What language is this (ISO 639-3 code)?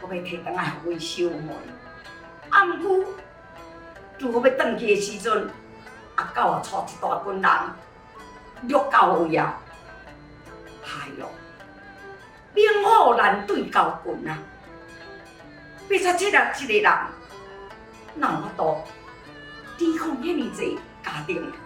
nan